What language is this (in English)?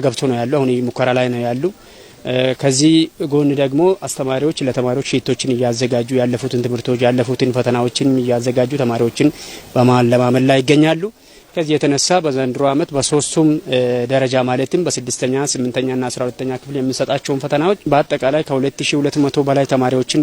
Amharic